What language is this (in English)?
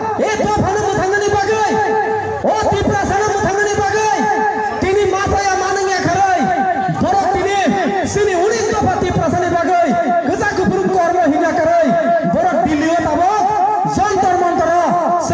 Kok Borok